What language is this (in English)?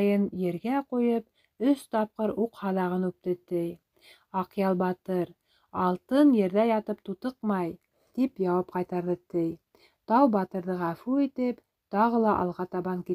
Bashkir